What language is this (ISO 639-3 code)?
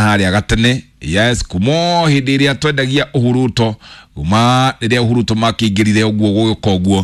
kik